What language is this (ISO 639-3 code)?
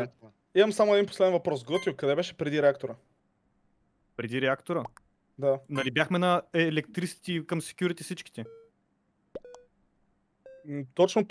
bul